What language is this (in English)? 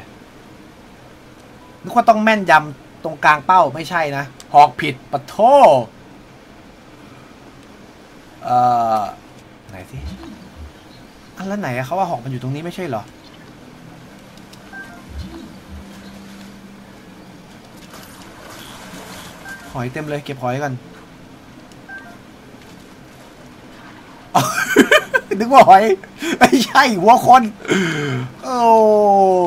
Thai